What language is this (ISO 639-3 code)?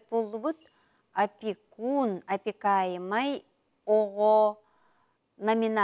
sah